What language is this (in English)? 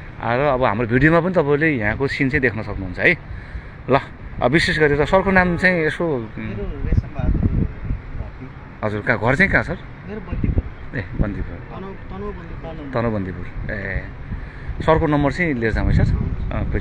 Nepali